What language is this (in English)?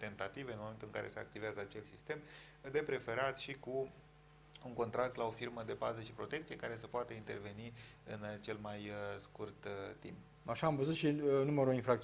Romanian